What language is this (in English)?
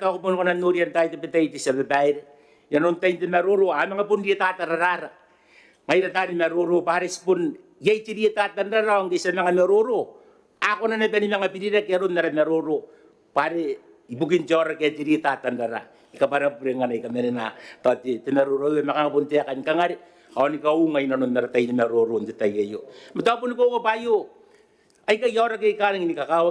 Gilbertese